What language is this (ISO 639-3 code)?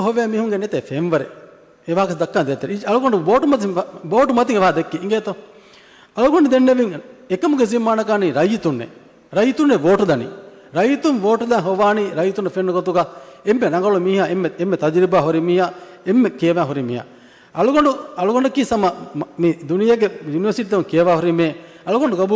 div